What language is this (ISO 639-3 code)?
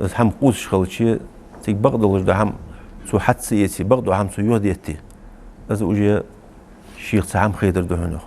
inh